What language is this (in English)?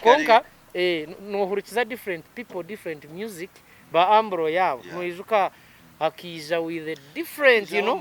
Nyankole